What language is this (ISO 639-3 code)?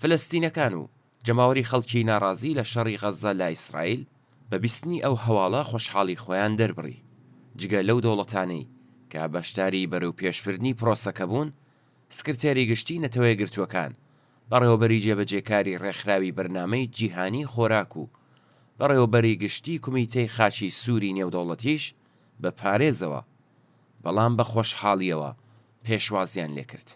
ckb